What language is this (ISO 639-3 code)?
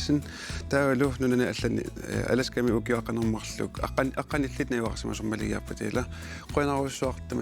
kal